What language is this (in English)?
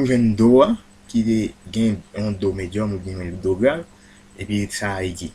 Haitian Creole